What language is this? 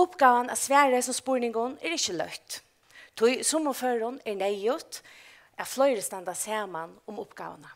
Faroese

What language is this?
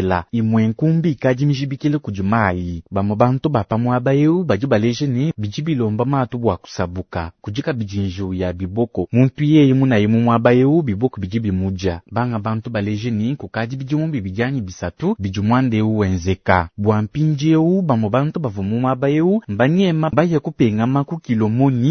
Luba-Lulua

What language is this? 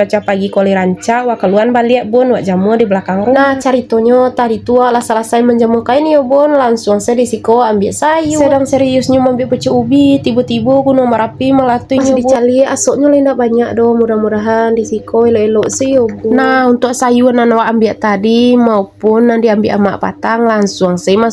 Minangkabau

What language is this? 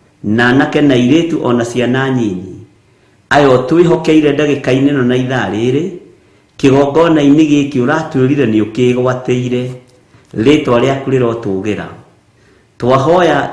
Kikuyu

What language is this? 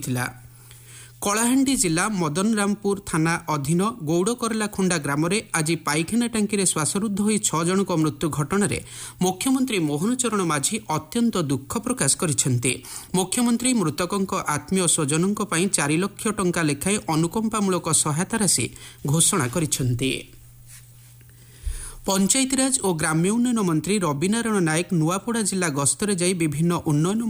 Odia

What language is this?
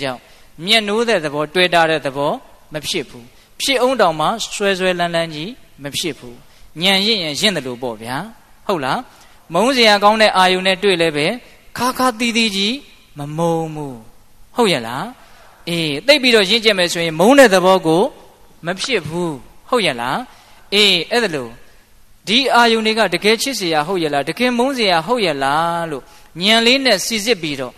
Burmese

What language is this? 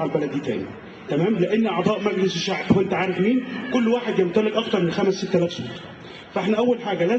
Egyptian Arabic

